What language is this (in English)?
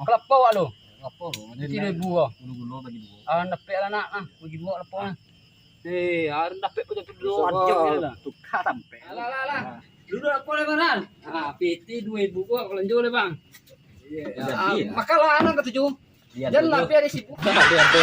Minangkabau